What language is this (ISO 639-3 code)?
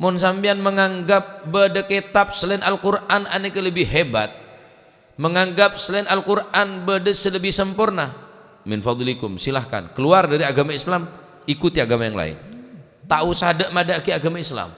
mad